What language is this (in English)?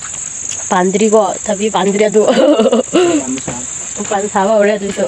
Manipuri